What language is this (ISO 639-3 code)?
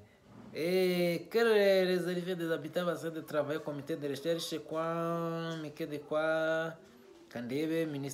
kin